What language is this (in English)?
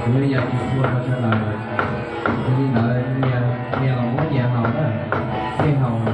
Hmong